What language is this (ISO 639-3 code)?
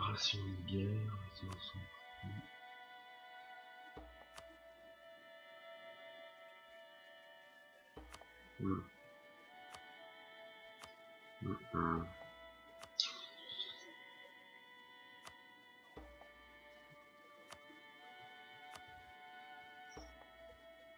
fra